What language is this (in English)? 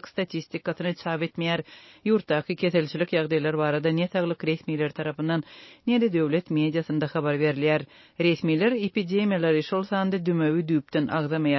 Turkmen